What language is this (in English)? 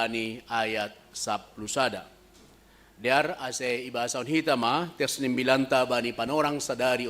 Batak Simalungun